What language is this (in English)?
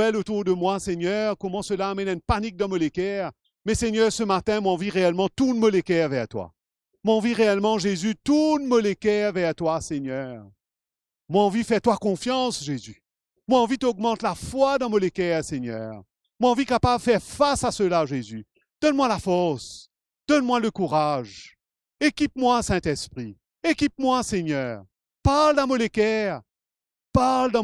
Morisyen